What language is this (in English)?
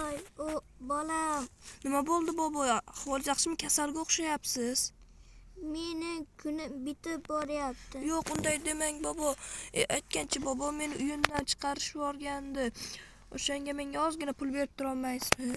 Uzbek